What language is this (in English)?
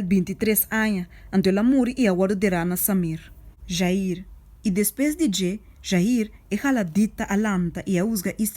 Papiamento